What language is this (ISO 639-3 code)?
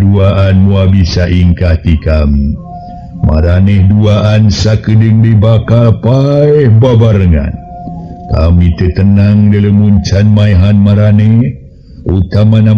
sun